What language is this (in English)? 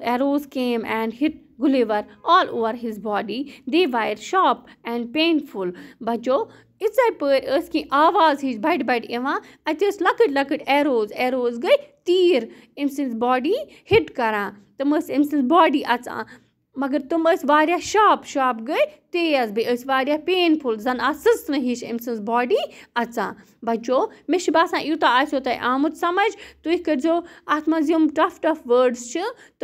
Kashmiri